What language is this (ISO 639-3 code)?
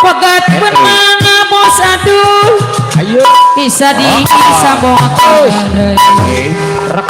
bew